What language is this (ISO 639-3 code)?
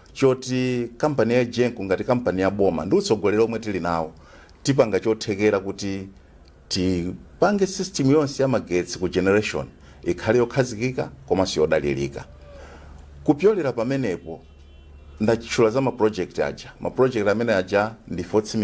nya